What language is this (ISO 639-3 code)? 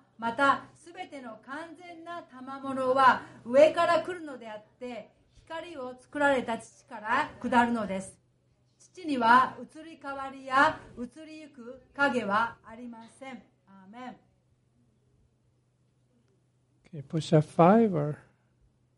jpn